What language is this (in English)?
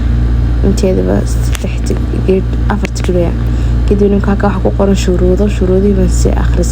Somali